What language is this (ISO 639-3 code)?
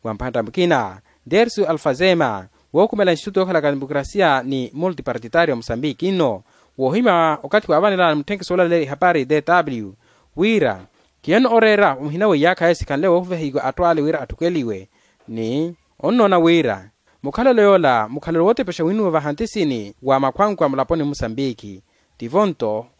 vmw